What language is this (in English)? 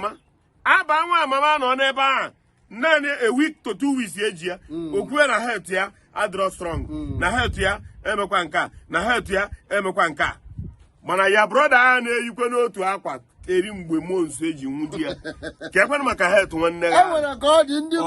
Igbo